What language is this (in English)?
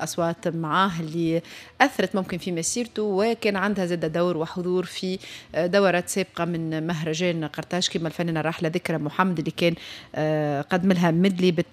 Tunisian Arabic